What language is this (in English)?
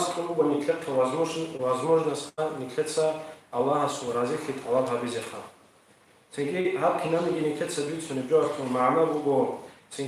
Avaric